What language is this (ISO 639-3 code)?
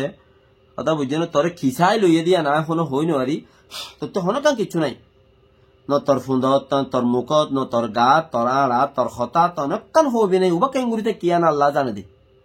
rhg